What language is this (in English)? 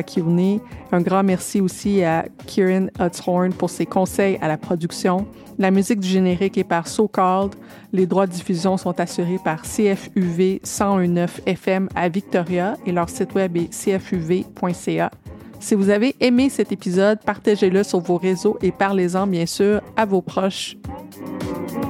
French